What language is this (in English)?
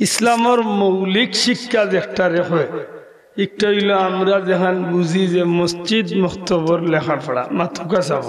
Sylheti